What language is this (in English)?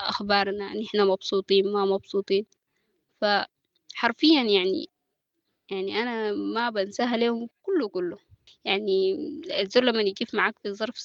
Sudanese Arabic